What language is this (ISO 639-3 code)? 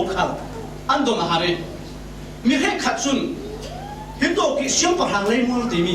cfm